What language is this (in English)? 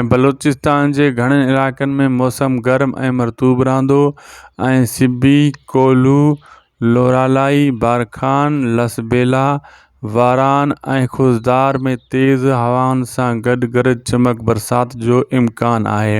Sindhi